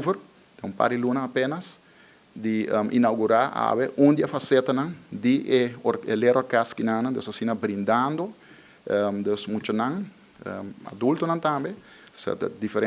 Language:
Papiamento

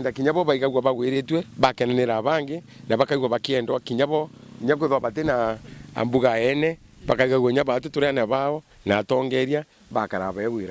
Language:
Meru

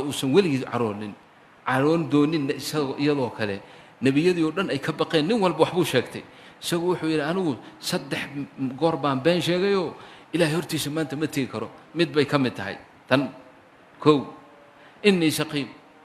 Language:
Somali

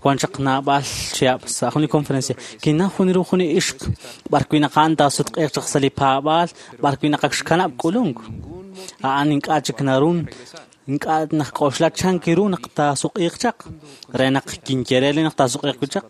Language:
Kekchí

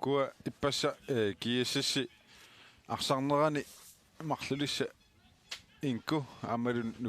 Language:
Kalaallisut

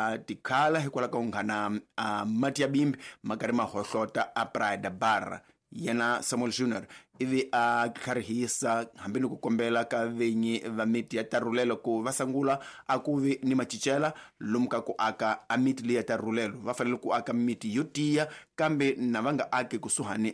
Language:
Tsonga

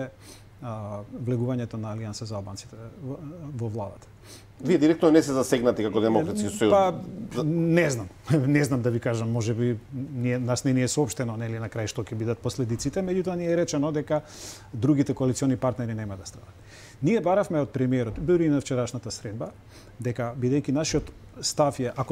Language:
Macedonian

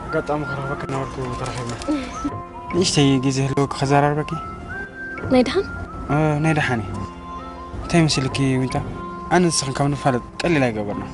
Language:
Tigrinya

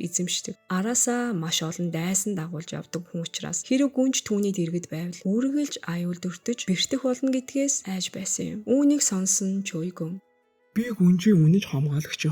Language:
Mongolian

